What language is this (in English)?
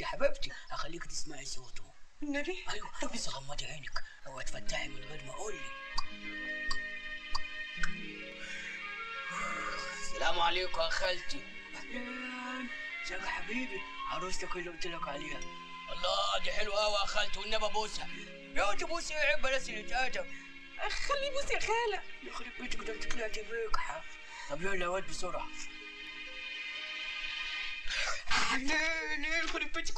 Egyptian Arabic